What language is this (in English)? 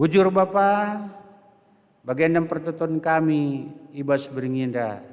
Batak Karo